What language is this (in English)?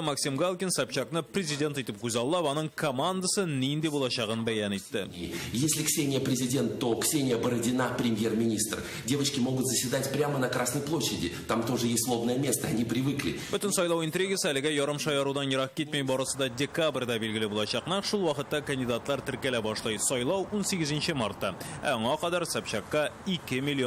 Tatar